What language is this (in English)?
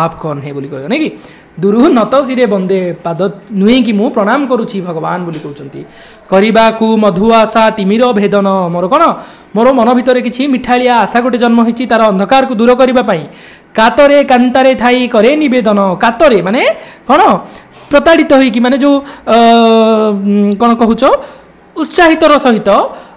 Odia